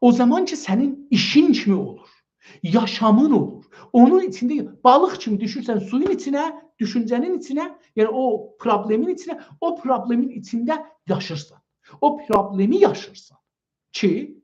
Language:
South Azerbaijani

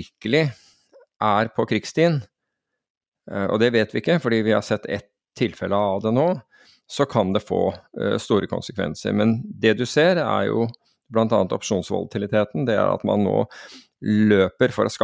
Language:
Norwegian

